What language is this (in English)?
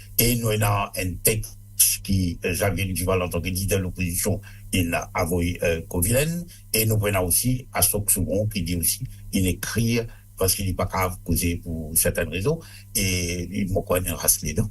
Morisyen